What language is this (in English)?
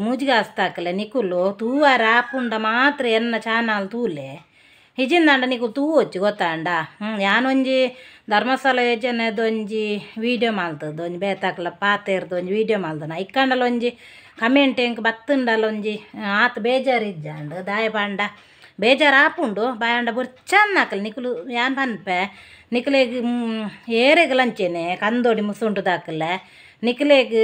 Tulu